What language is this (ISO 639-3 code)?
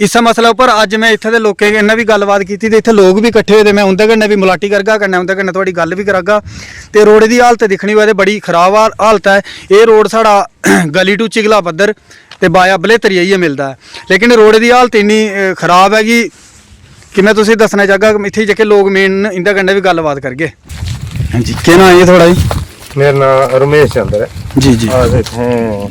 doi